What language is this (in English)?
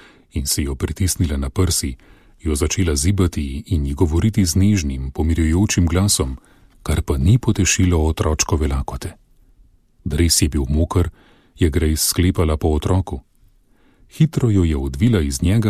Slovenian